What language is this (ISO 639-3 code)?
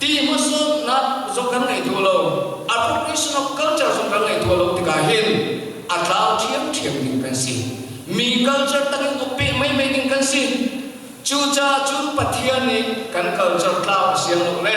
cnh